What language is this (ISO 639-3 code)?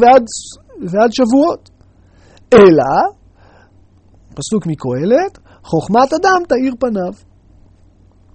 heb